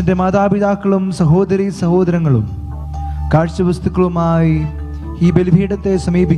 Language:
Malayalam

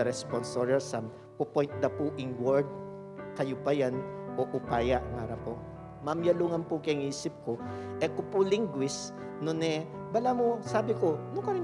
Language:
Pampanga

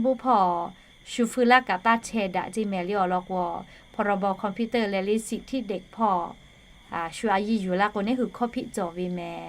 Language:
Lahu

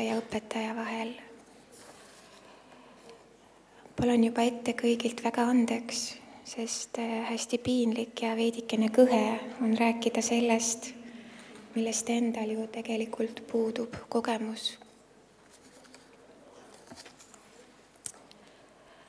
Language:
Estonian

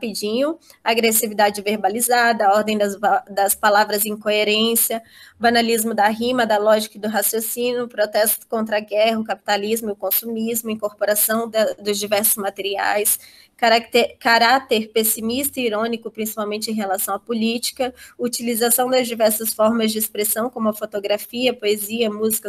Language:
Portuguese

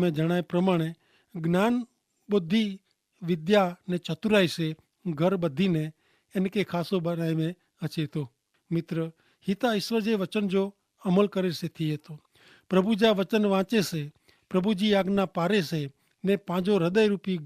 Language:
Kachhi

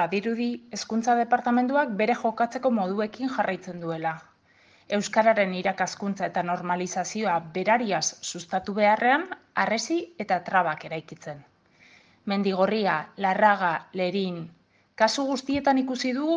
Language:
Basque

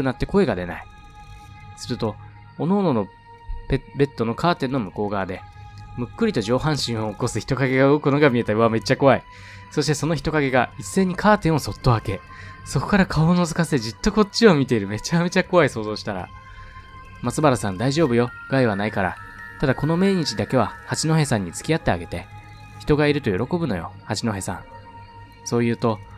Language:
Japanese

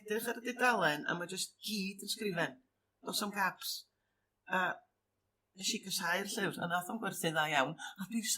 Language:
Welsh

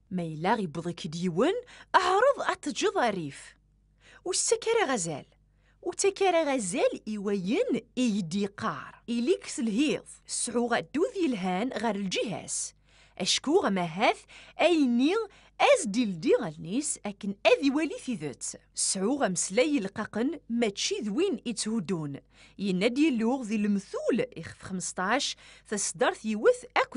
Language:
Kabyle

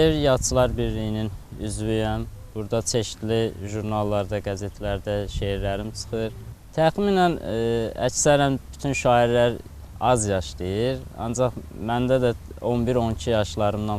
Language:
Azerbaijani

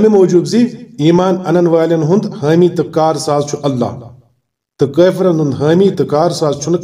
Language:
Kashmiri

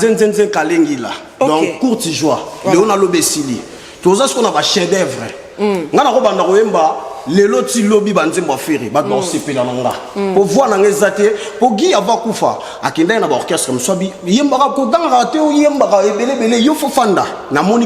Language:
Lingala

